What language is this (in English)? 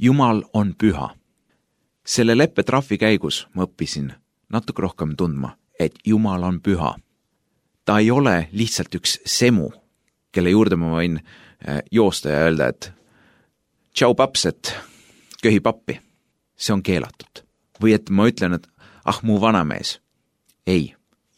Estonian